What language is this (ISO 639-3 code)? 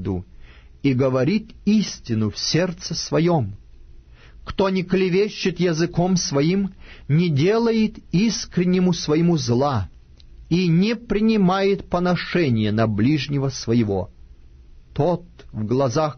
rus